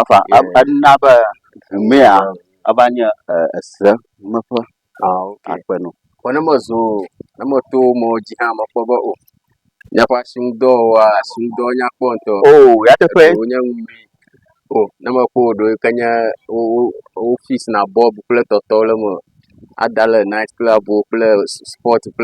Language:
Ewe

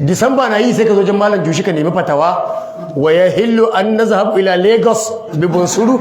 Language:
Hausa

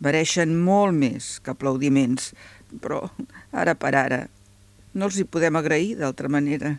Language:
Catalan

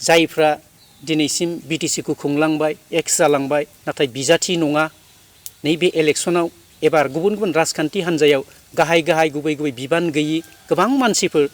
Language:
Bodo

